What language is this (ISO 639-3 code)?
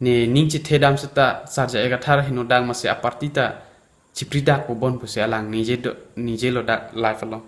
mjw